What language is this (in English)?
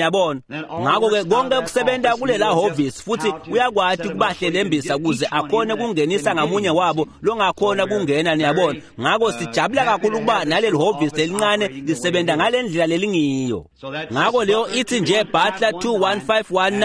Swati